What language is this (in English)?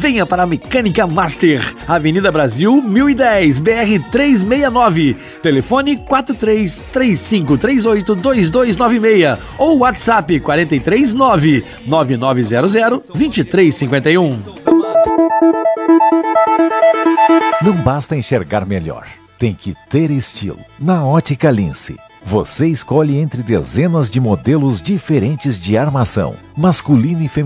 Portuguese